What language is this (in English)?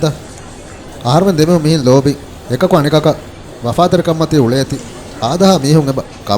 Divehi